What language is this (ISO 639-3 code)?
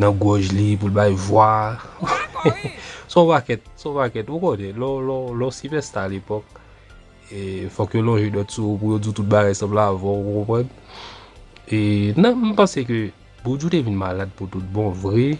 hat